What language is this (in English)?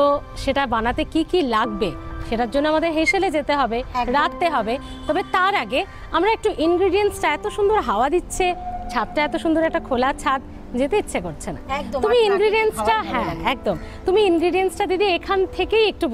Bangla